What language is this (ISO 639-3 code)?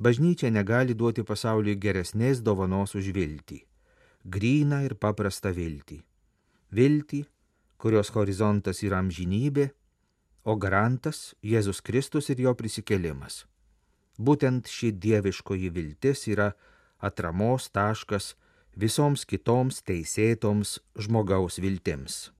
lit